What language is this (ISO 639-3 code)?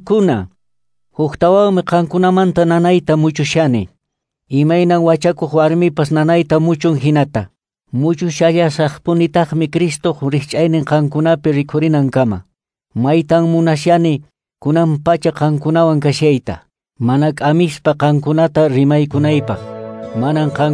que